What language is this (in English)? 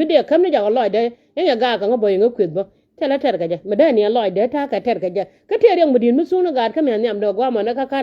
Nuer